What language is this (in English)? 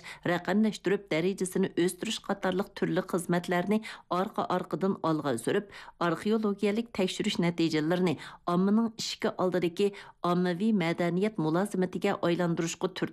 Uyghur